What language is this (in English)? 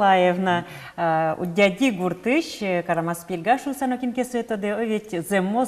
Udmurt